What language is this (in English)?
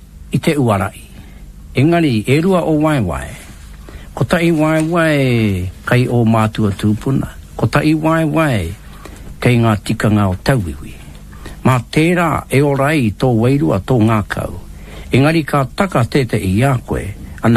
Māori